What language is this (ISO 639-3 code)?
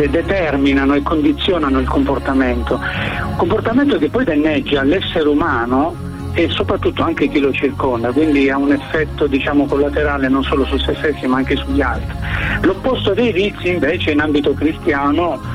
ita